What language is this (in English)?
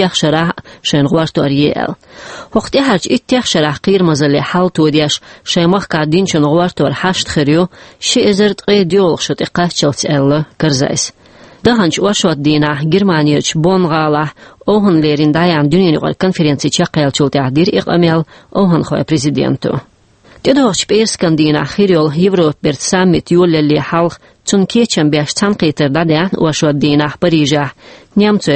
Chechen